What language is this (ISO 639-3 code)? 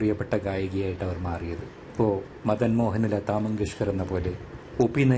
mal